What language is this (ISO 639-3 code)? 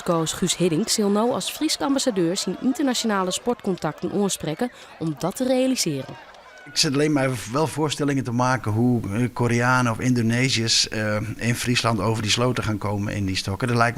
fry